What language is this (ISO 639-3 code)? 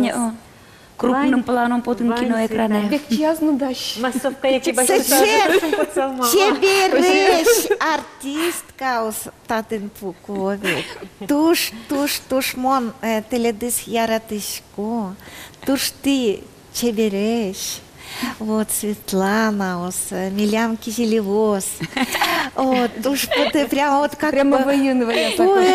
udm